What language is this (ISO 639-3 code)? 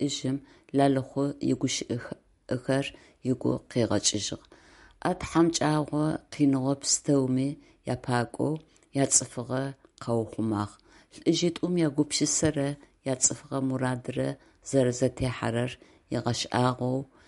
ady